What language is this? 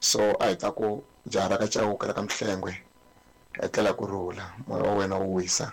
Tsonga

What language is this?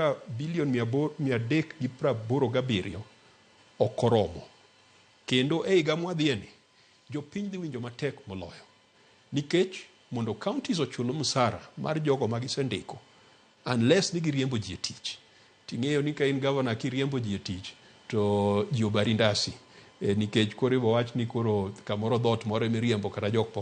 Luo (Kenya and Tanzania)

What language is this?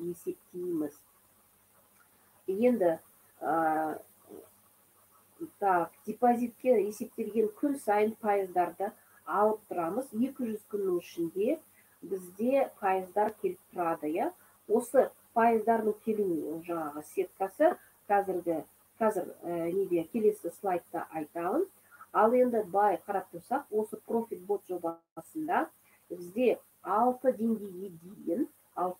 Kazakh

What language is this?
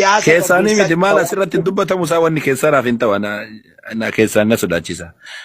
Oromo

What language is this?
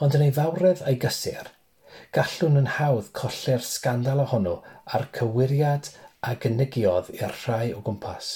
Welsh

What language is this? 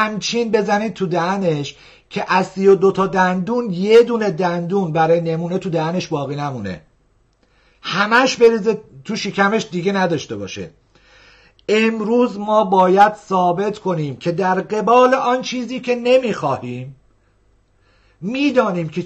Persian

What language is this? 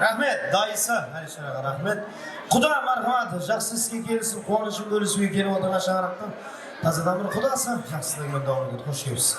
Kara-Kalpak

